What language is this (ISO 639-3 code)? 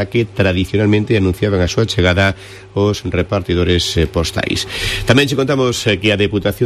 glg